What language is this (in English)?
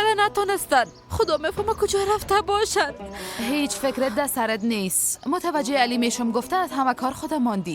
Persian